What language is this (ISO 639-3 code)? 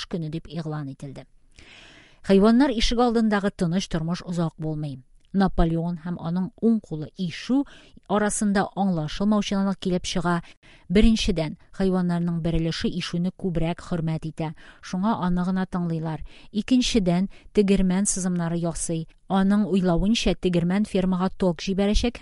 tat